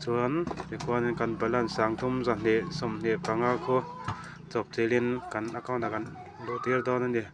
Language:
Mizo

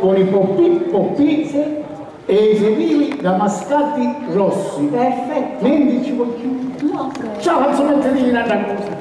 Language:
Sicilian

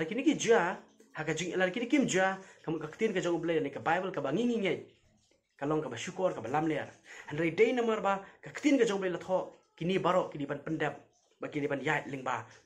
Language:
Khasi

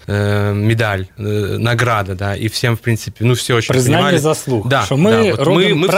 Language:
Belarusian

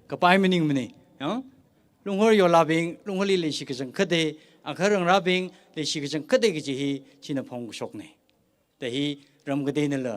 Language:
Tangkhul Naga (India)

